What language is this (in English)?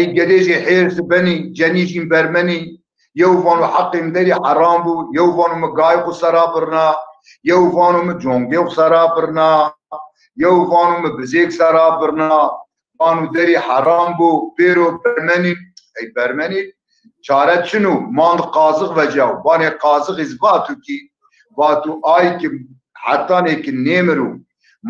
Zaza